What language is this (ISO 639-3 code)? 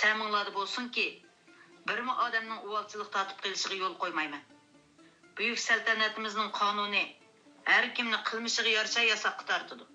uig